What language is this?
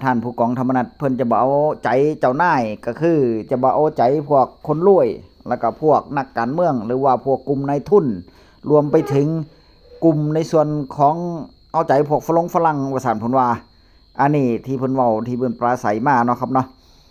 Northeastern Thai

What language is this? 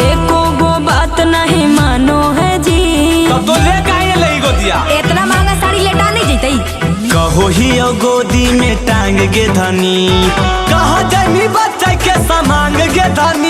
Magahi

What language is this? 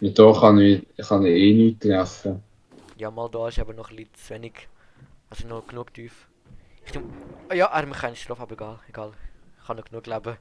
Swiss German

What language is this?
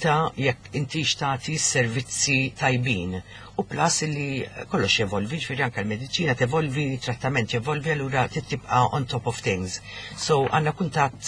Maltese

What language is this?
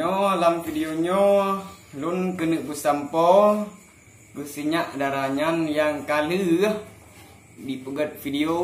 Achinese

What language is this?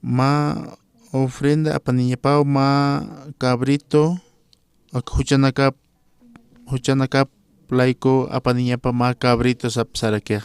Aymara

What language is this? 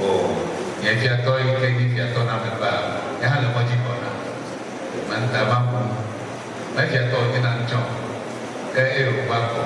Ewe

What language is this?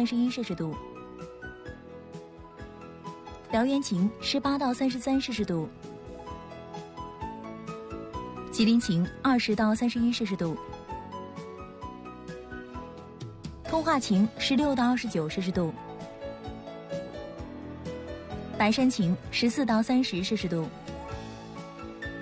Chinese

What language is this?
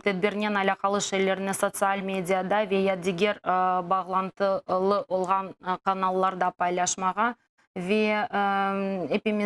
Crimean Tatar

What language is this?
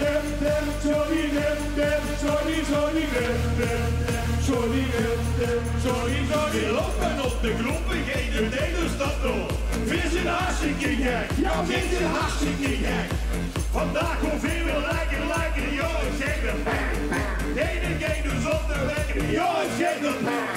Limburgish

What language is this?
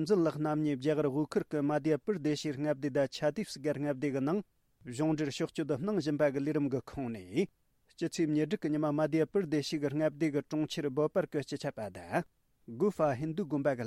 Tibetan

